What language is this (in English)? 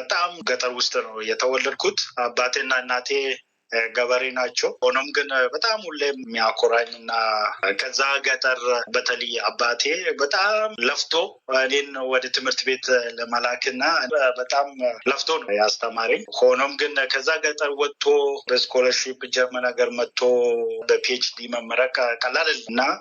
Amharic